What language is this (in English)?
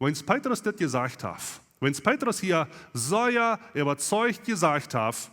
Plautdietsch